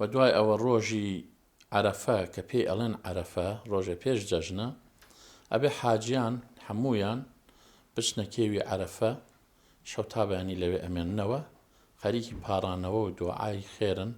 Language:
Central Kurdish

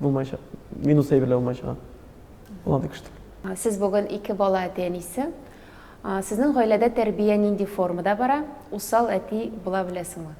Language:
Tatar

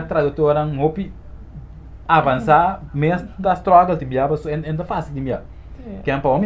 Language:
Papiamento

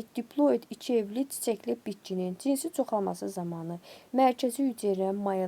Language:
Azerbaijani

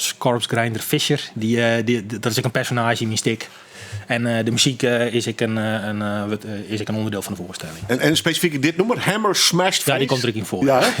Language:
Western Frisian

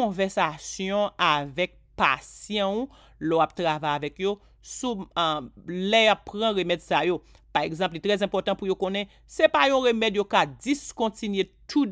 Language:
Haitian Creole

